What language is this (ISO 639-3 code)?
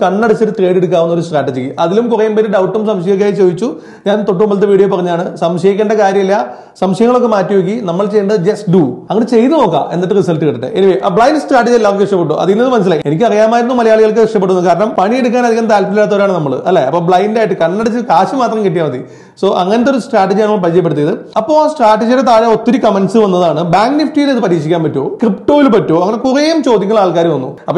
mal